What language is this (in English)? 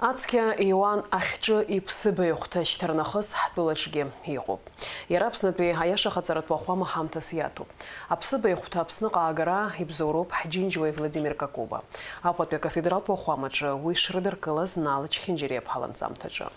Abkhazian